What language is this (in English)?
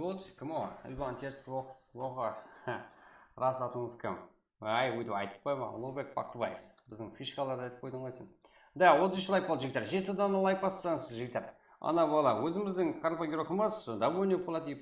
Kara-Kalpak